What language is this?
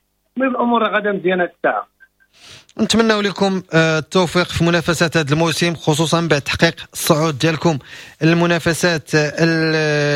Moroccan Arabic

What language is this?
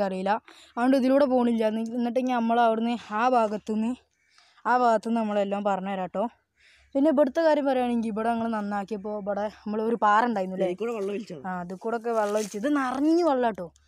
Malayalam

